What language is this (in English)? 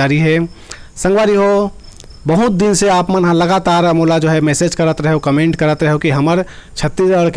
Chhattisgarhi